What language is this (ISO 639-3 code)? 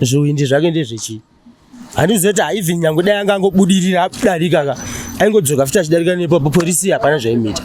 sna